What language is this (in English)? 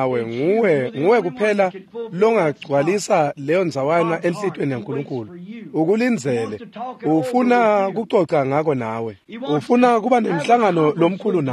Swati